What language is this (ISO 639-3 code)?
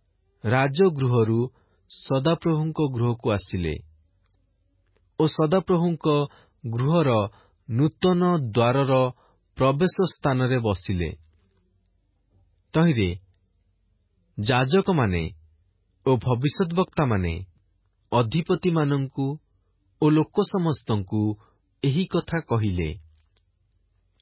ori